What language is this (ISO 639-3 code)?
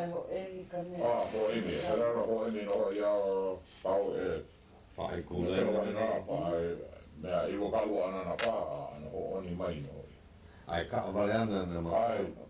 haw